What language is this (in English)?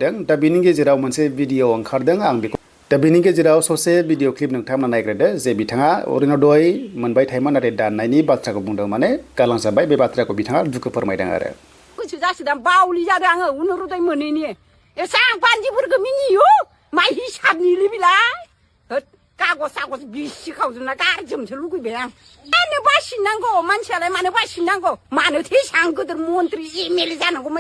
Bodo